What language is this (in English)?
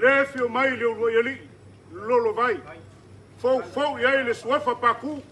Samoan